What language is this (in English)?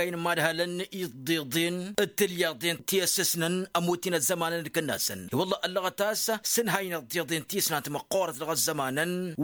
Tamasheq